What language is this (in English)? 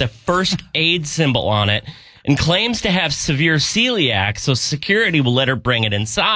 English